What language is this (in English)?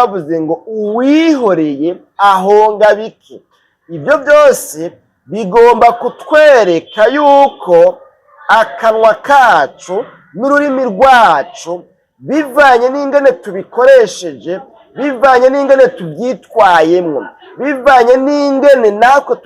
Rundi